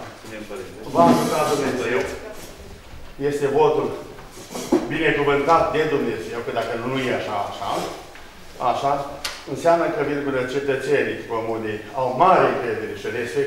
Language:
Romanian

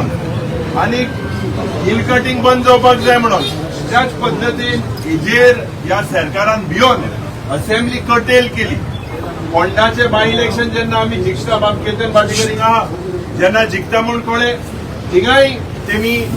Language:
Konkani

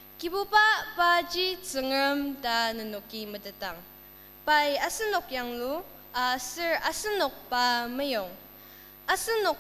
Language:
Ao Naga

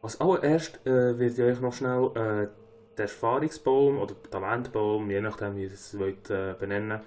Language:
Swiss German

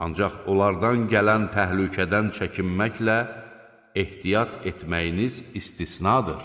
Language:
Azerbaijani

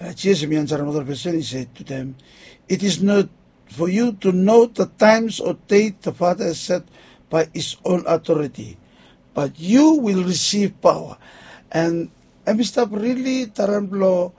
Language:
Bislama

